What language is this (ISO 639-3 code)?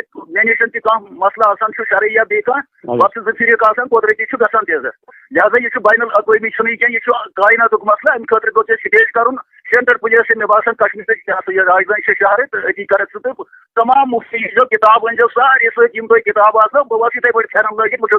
kas